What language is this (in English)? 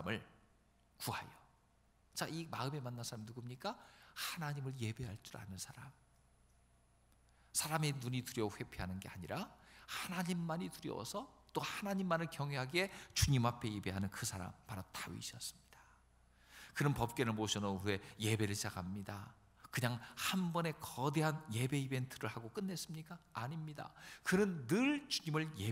Korean